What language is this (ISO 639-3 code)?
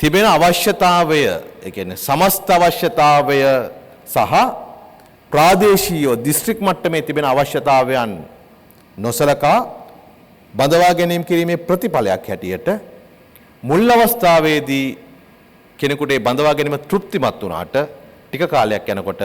sin